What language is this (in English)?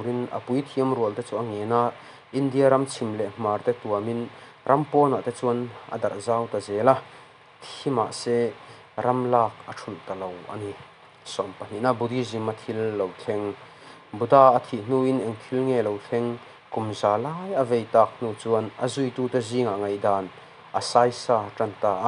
Mizo